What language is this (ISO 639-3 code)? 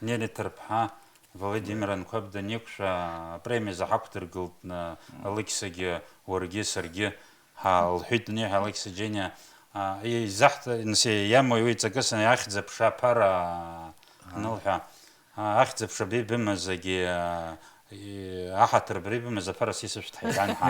abk